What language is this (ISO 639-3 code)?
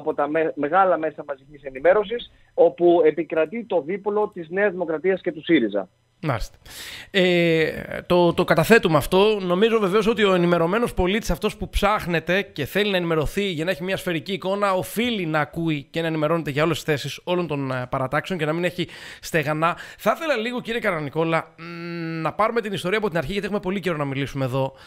ell